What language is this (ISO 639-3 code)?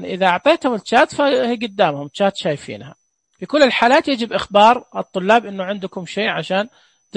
ars